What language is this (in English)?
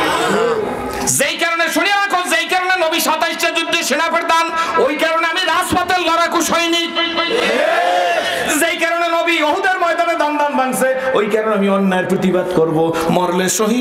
Bangla